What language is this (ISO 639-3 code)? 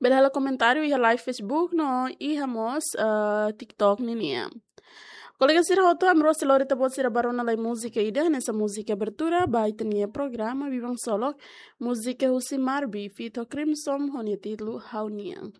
tet